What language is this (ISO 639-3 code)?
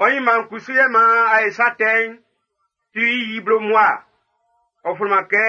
bci